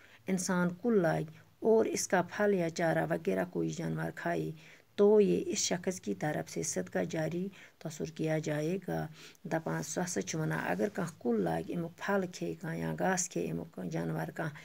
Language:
Kashmiri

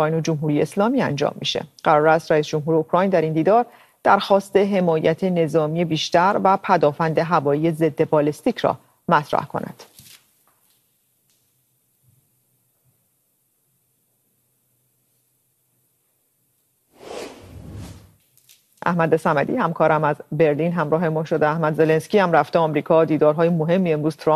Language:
Persian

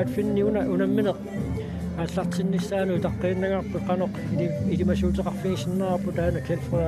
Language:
Kalaallisut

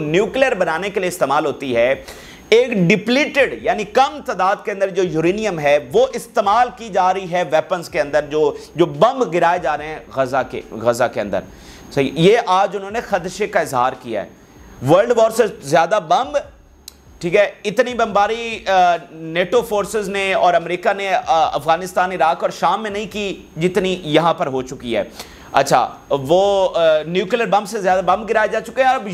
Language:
Urdu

